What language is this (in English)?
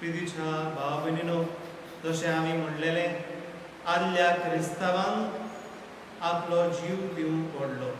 Konkani